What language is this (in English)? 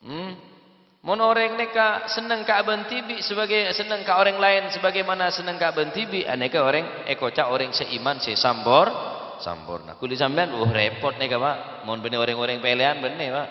Madurese